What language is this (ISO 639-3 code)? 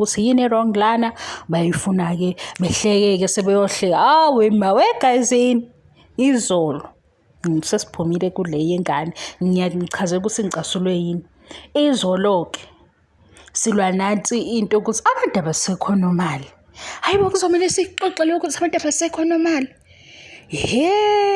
zul